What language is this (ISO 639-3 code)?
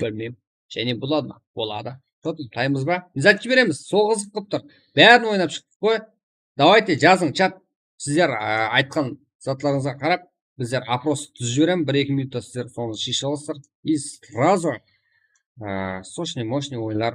kaa